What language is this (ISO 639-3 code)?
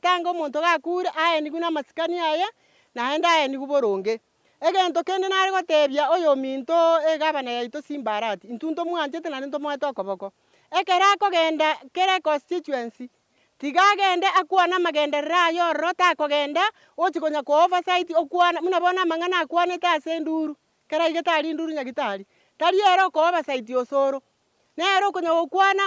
guz